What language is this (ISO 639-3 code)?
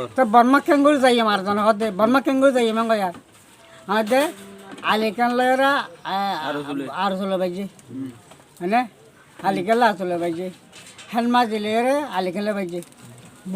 rhg